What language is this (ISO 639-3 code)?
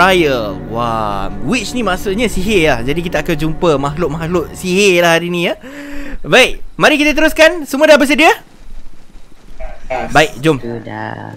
msa